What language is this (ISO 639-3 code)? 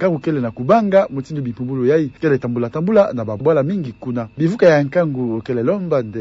ktu